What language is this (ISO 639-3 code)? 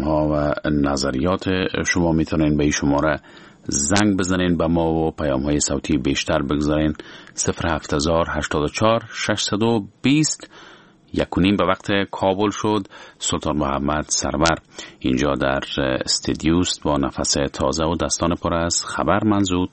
fas